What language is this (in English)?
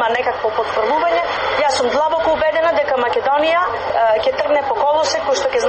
Macedonian